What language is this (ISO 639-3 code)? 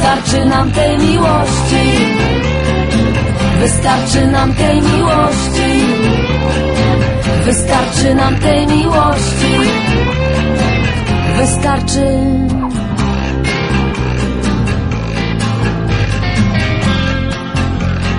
pol